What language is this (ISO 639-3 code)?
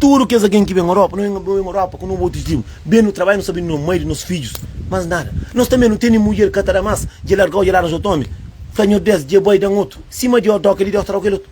kea